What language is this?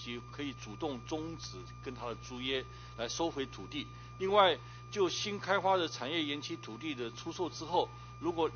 Chinese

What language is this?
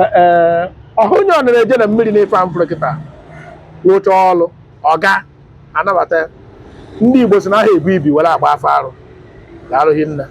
Igbo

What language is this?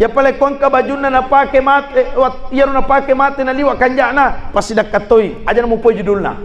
Buginese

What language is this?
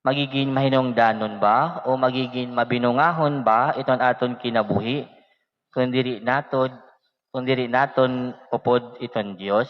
Waray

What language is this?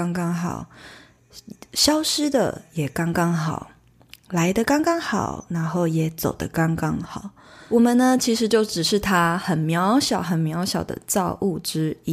Chinese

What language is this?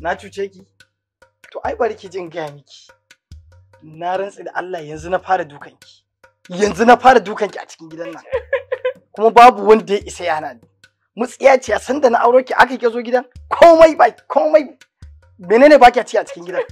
Hausa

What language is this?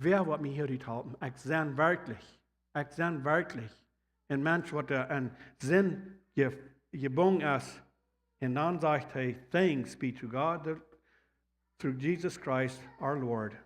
Plautdietsch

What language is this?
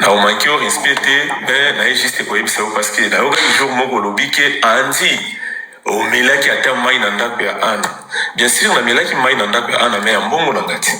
Lingala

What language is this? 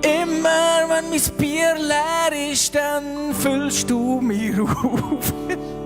Swiss German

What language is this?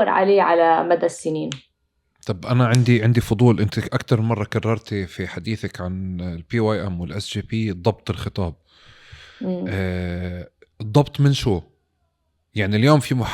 North Levantine Arabic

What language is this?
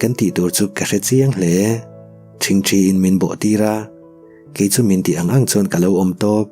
Mizo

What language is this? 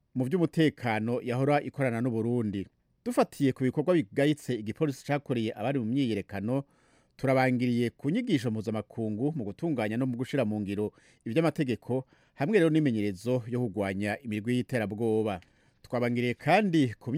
Rundi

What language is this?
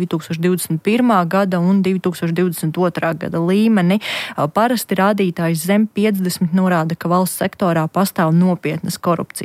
Latvian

